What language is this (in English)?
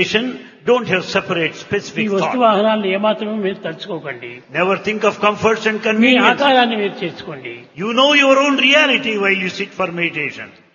Telugu